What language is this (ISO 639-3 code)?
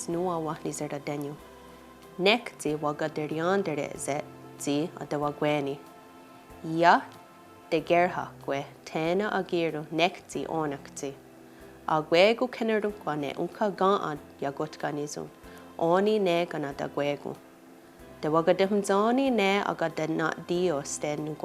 moh